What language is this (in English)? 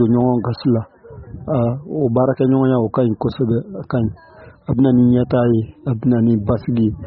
Bambara